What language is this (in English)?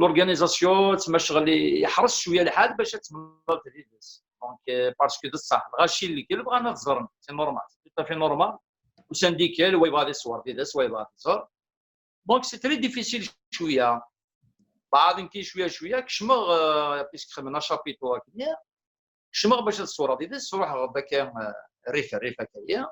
Kabyle